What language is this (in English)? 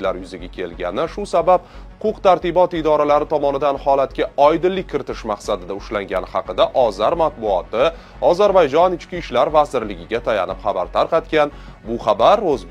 Uzbek